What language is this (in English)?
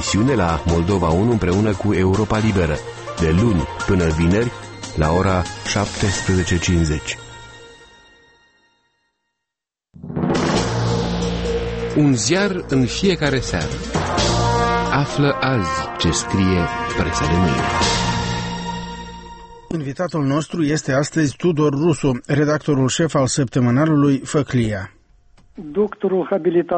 Romanian